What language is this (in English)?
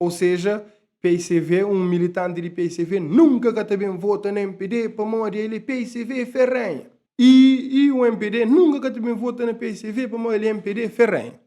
Kabuverdianu